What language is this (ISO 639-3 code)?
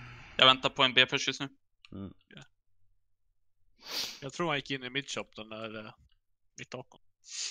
swe